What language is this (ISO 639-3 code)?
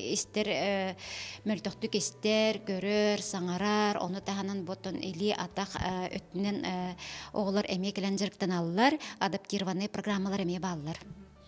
sah